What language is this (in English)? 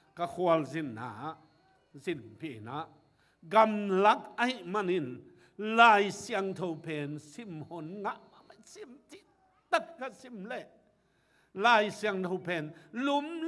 Tedim Chin